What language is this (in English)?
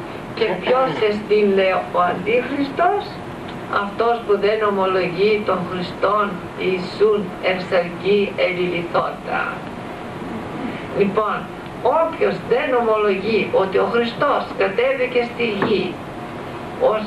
Greek